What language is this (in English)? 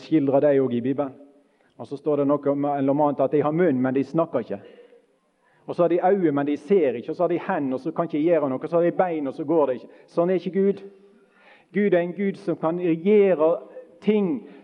Norwegian